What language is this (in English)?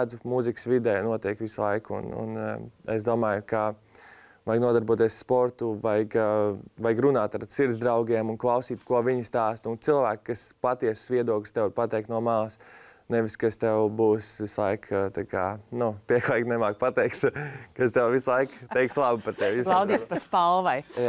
Latvian